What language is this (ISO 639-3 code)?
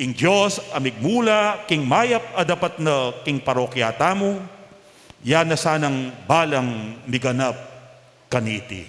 pam